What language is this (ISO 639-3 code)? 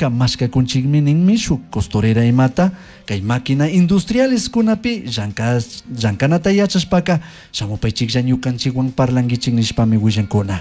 qug